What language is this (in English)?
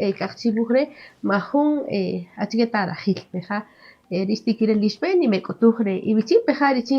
Kaqchikel